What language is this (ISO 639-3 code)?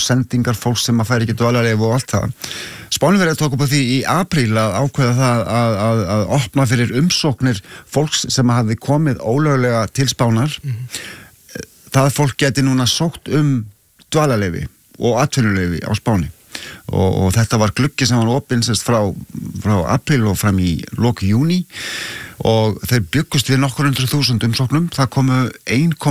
isl